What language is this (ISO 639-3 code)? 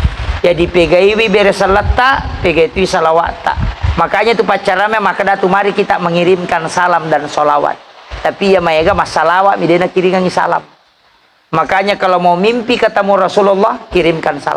bug